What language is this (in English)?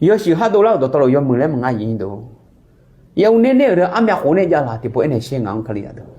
Akha